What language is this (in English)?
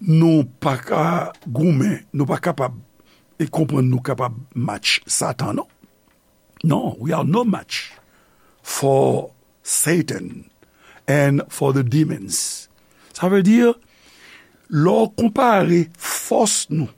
Haitian Creole